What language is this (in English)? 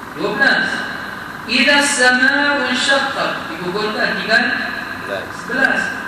Malay